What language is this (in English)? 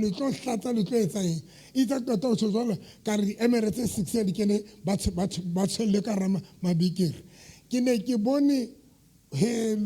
Southern Sotho